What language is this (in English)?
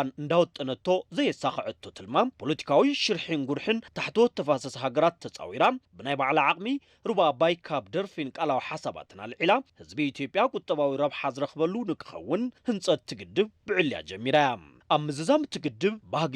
Tigrinya